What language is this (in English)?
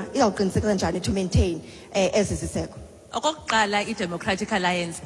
Xhosa